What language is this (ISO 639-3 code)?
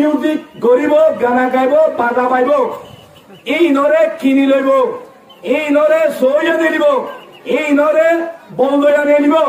rhg